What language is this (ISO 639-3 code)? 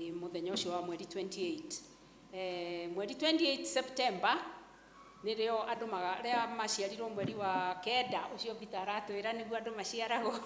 kik